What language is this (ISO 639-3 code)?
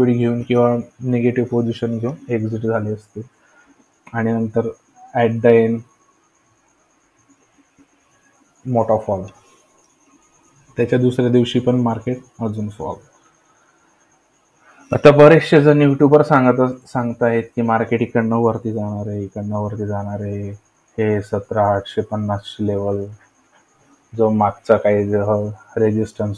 mar